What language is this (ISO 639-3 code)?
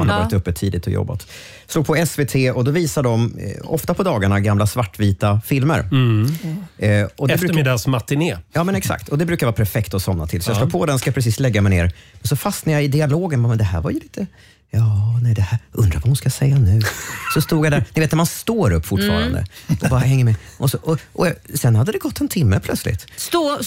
swe